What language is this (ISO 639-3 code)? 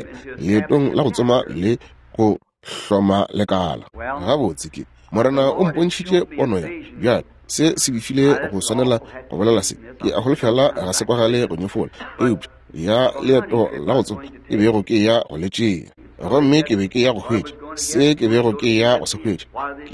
nso